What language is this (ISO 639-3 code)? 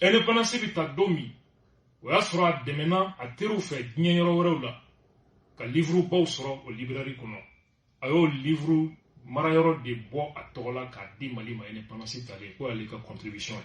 bam